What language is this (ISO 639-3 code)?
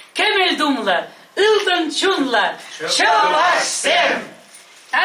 chv